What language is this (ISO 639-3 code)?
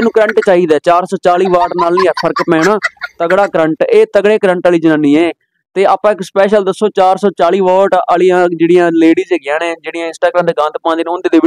pan